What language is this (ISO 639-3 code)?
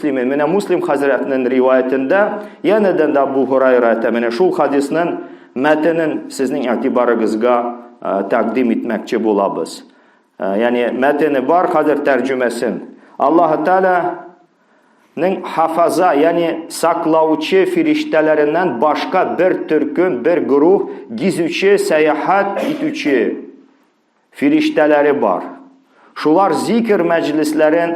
tat